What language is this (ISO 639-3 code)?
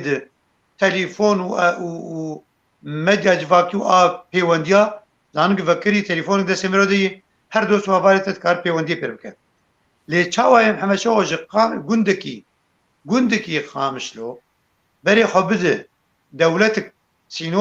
kur